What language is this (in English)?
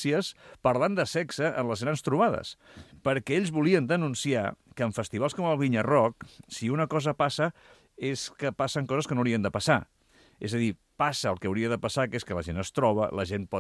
Catalan